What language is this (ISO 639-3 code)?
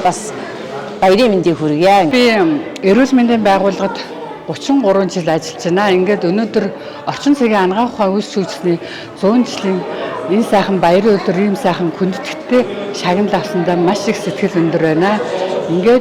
mon